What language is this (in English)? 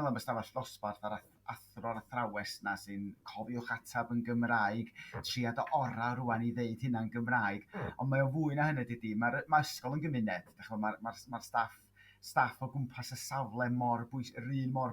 Welsh